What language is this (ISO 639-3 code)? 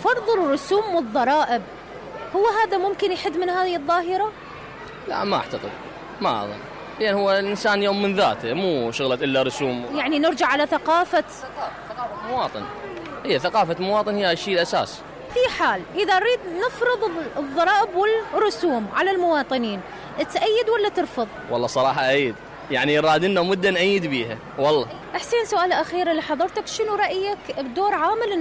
acm